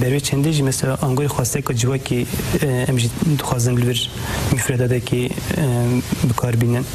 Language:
Kurdish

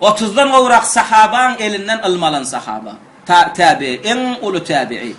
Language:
Turkmen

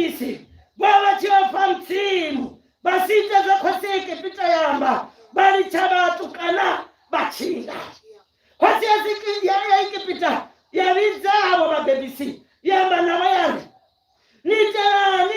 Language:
Venda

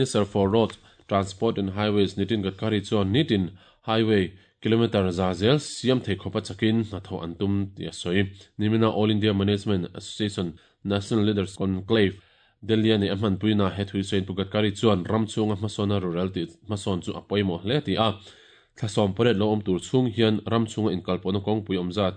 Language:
Mizo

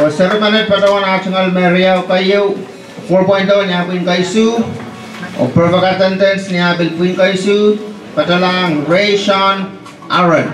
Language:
Pohnpeian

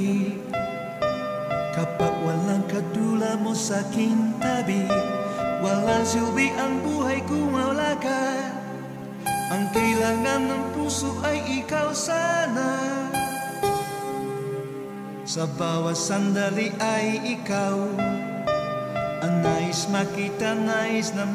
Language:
Filipino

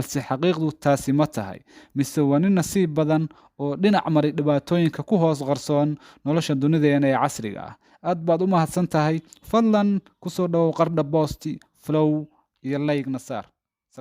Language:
Somali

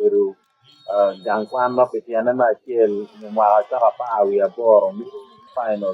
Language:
Acoli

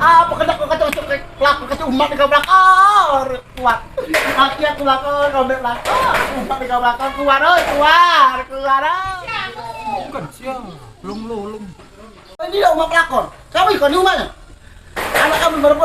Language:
Musi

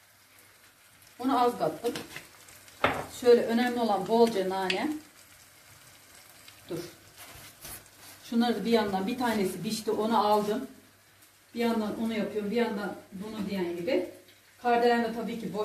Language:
Turkish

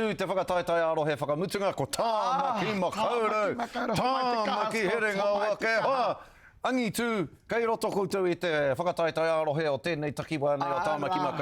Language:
Māori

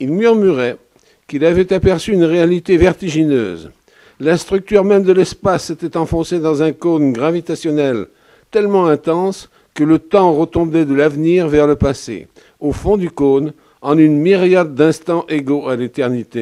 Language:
French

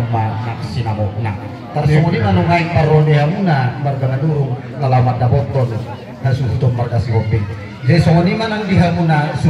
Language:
Batak Toba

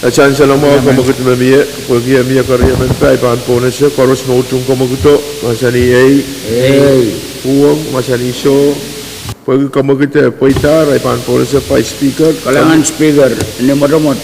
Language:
Pohnpeian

